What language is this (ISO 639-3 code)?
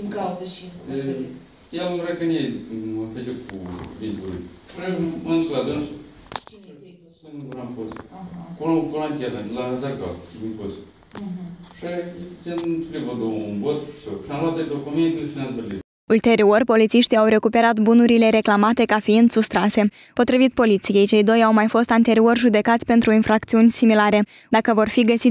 ron